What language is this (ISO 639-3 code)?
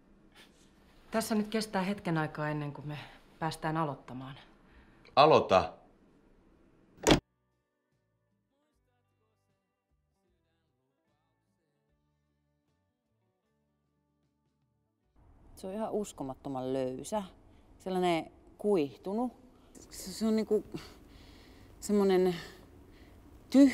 fin